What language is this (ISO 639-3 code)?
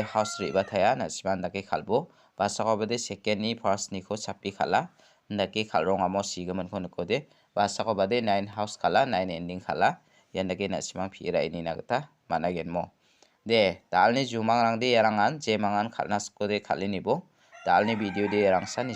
grt